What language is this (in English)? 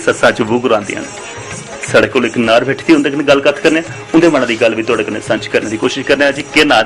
Dogri